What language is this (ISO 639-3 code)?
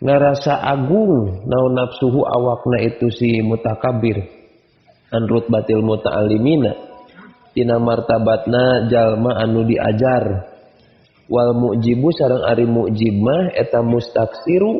sun